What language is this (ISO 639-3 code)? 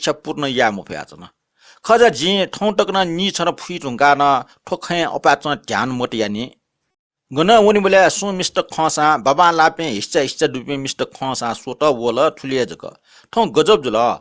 new